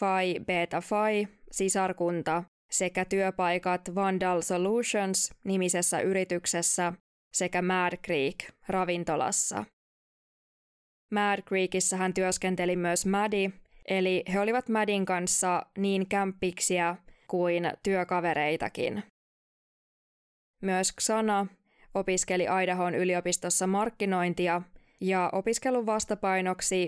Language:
Finnish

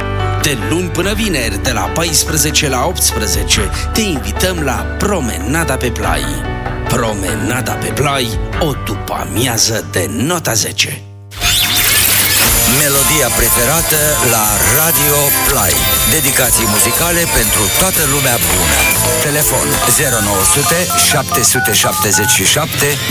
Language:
Romanian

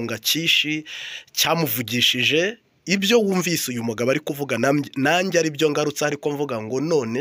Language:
Kinyarwanda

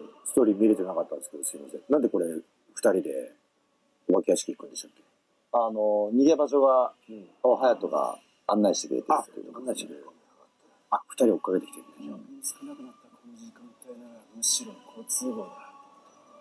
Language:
Japanese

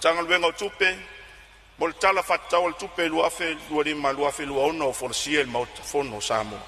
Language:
Samoan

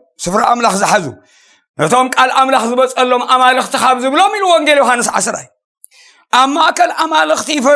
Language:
Tigrinya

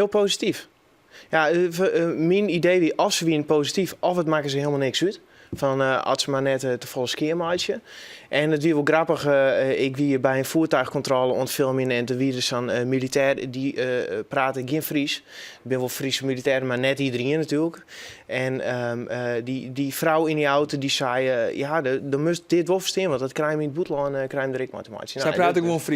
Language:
Western Frisian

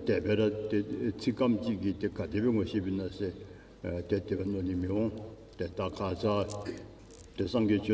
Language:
Dzongkha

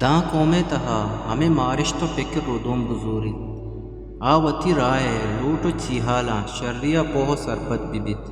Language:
Eastern Balochi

